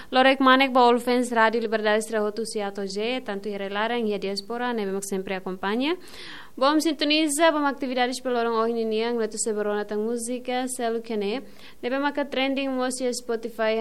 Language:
Tetum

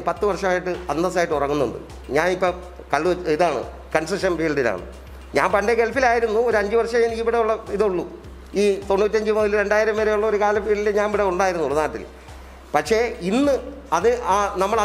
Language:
Malayalam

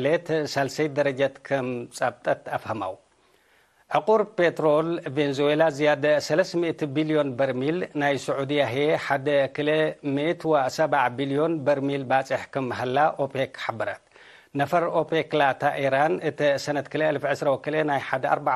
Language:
Tigre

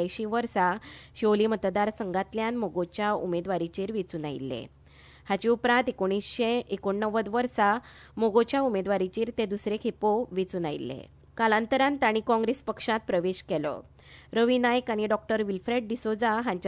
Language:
Konkani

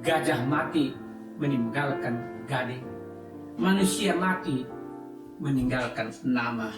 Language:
Batak Karo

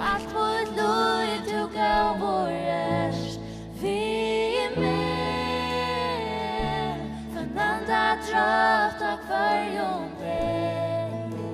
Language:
Faroese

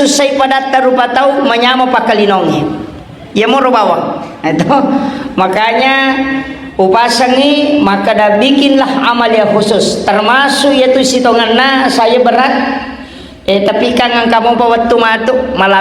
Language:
Buginese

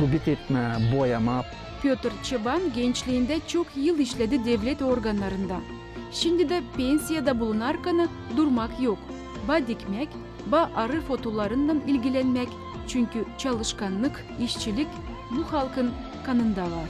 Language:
Gagauz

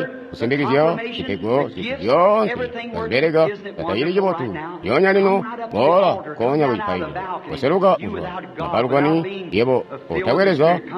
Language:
Tonga (Zambia)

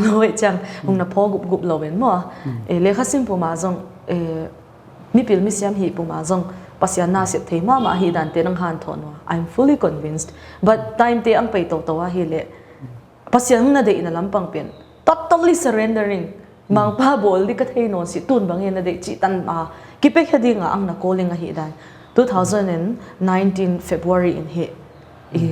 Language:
Paite Chin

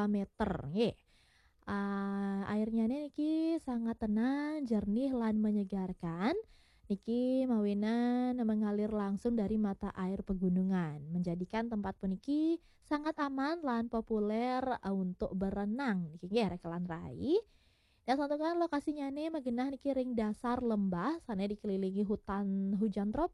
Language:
Balinese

